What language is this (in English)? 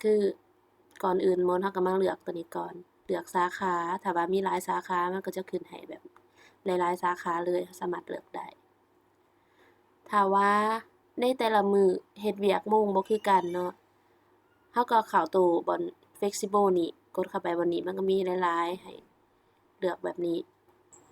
Lao